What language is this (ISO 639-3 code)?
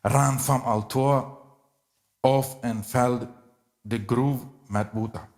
pdt